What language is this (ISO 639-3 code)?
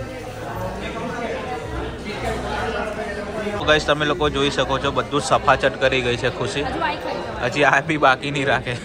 guj